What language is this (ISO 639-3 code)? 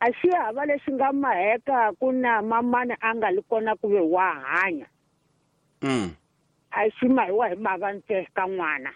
tso